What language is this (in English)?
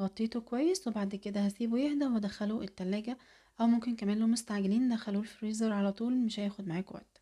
Egyptian Arabic